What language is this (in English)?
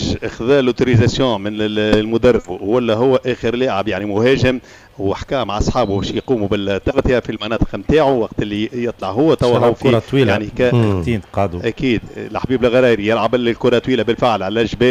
Tunisian Arabic